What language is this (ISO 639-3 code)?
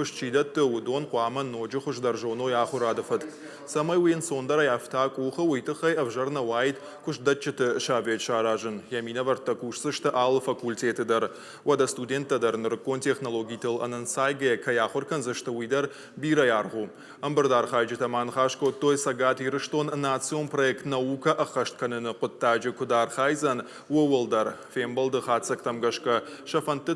oss